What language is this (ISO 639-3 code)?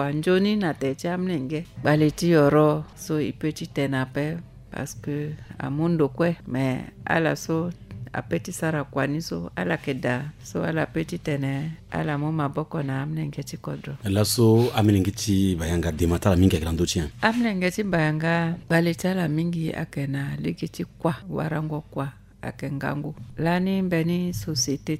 sag